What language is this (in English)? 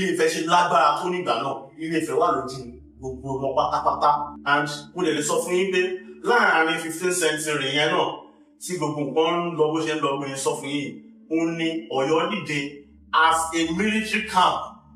Yoruba